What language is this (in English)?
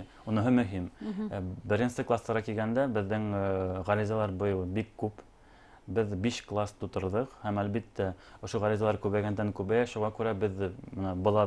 Bashkir